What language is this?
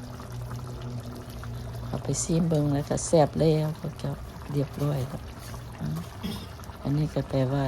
Lao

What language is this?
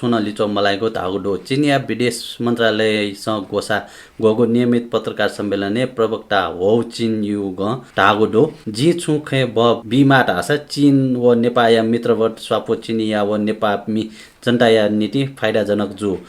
Newari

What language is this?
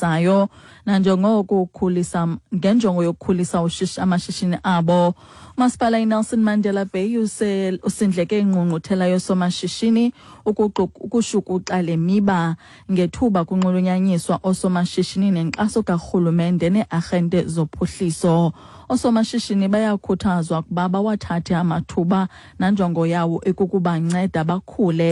Xhosa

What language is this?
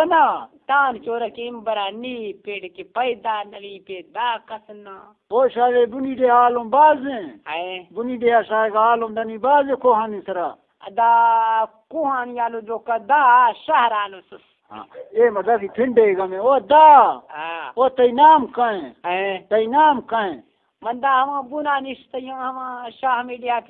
Baluchi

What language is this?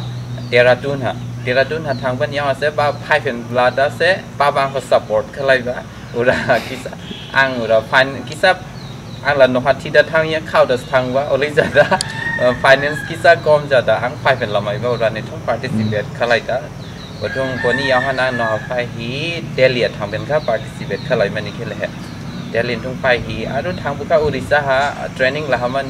Dimasa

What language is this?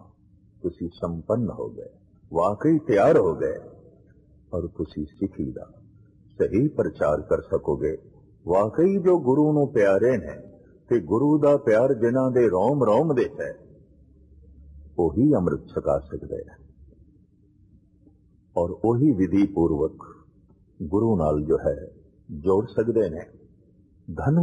Punjabi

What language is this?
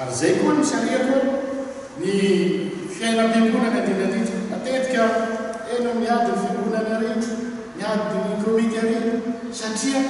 Malagasy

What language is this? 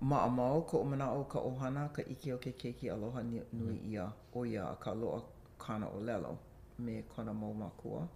Hawaiian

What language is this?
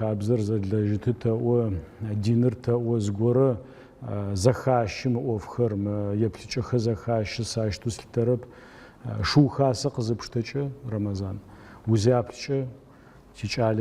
Adyghe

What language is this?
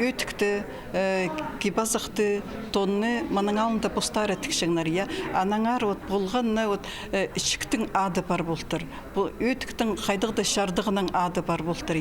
Khakas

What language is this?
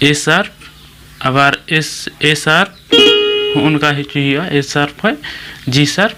Santali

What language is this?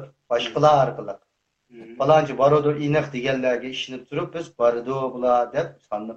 Uyghur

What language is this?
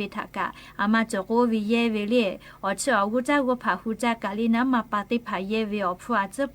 Lahu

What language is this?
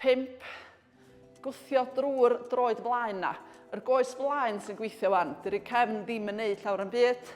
Welsh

